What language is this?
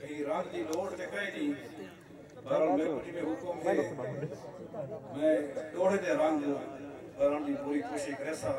Saraiki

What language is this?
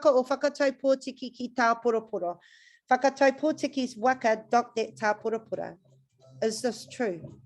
Māori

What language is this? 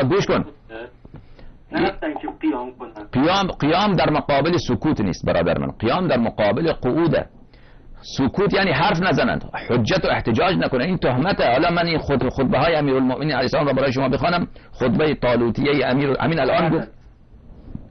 Persian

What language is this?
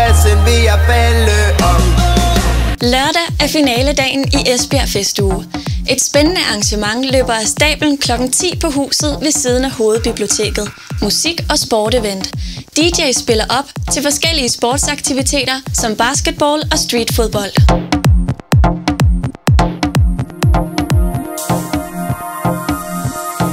Danish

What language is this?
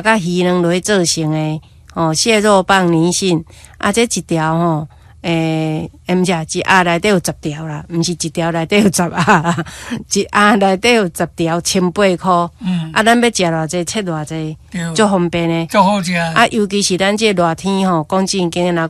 Min Nan Chinese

